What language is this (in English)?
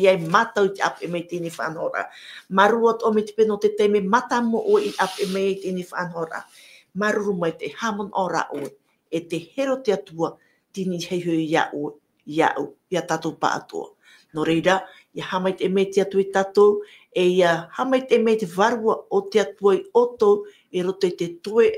Tahitian